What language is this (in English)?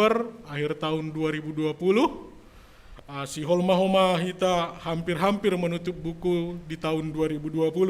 Batak Simalungun